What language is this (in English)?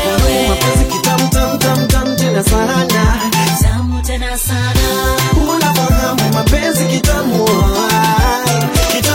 Swahili